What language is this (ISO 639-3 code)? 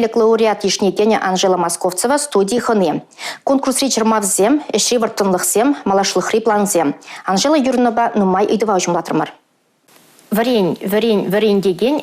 chv